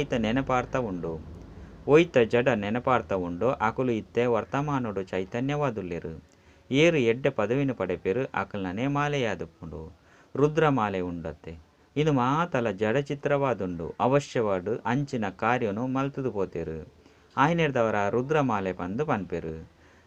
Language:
Tulu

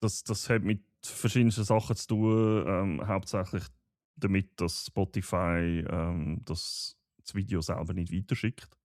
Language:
Swiss German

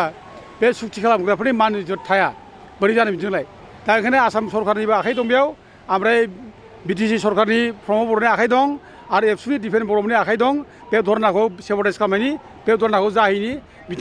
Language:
Bodo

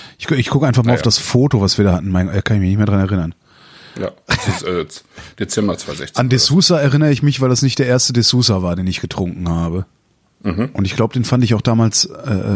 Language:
German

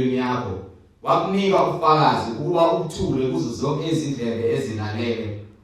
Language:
Zulu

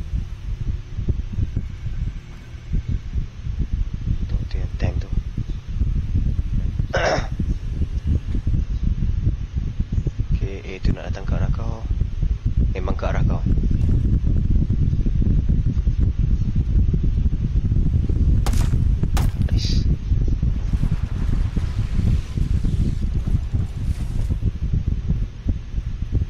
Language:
Malay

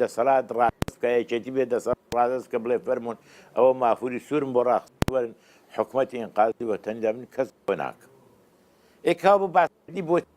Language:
Central Kurdish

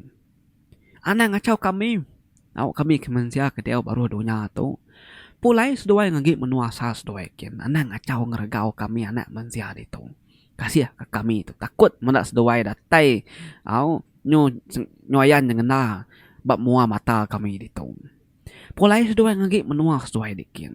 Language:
Iban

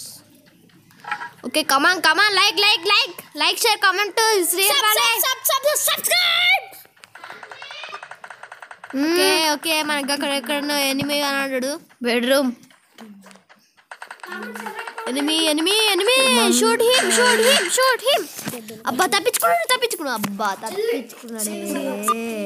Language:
Telugu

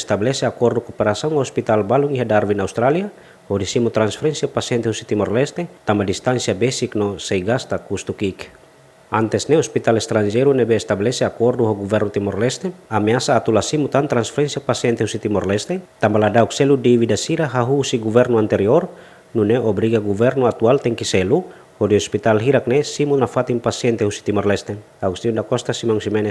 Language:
Tetum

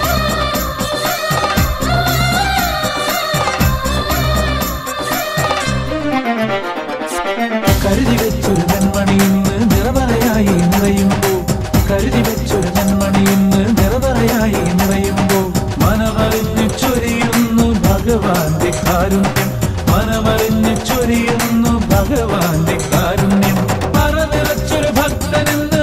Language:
Malayalam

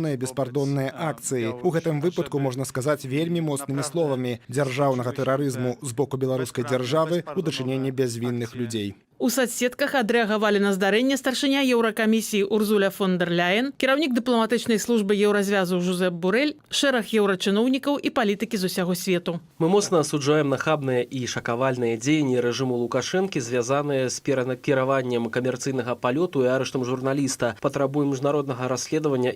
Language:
Belarusian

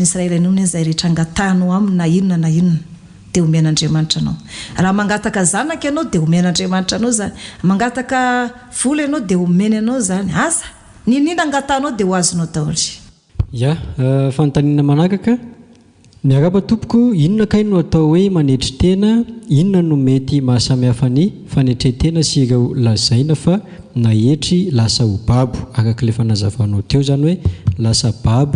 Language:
Malagasy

